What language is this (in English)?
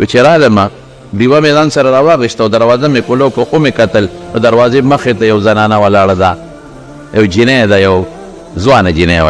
Pashto